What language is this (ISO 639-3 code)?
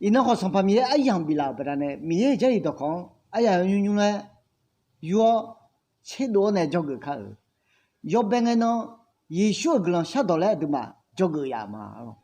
ahk